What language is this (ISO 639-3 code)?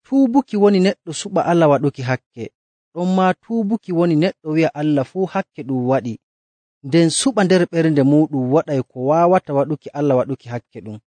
fuv